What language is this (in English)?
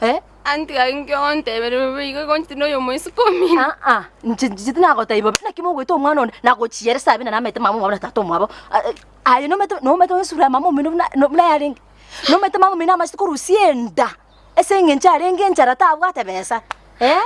Gusii